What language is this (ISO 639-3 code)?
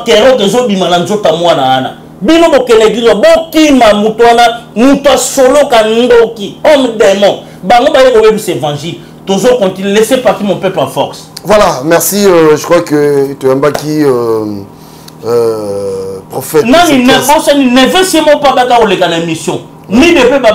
lin